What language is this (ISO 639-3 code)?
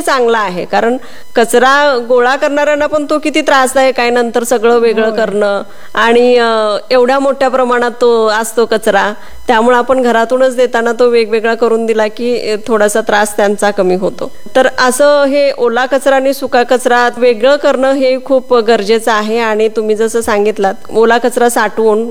mar